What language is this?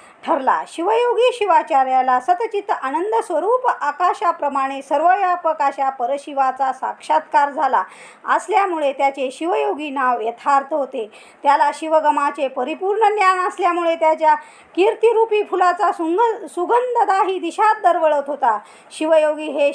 Marathi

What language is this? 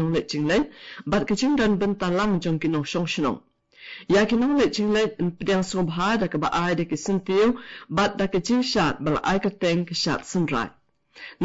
Khasi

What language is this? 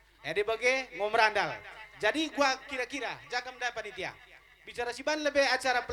Batak Karo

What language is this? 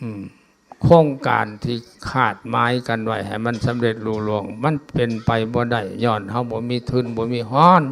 Lao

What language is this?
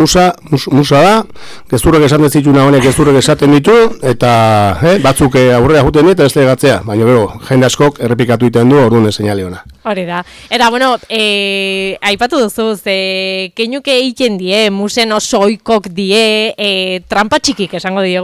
Basque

